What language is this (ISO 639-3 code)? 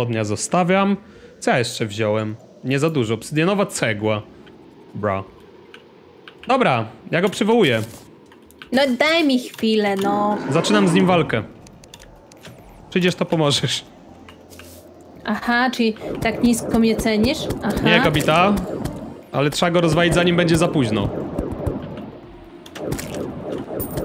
pol